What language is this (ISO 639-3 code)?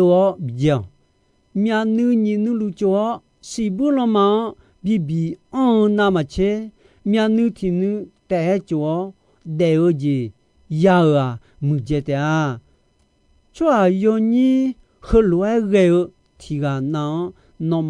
ahk